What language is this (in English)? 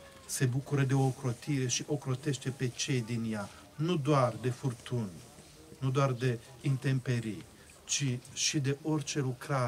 Romanian